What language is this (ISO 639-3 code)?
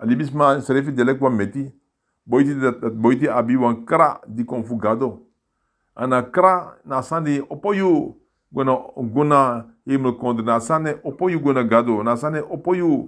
srn